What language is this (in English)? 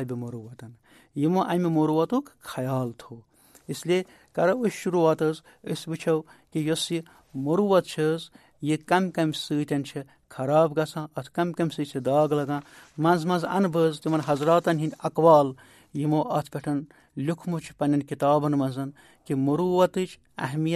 Kashmiri